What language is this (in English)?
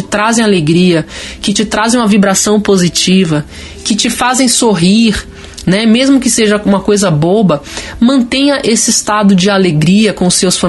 Portuguese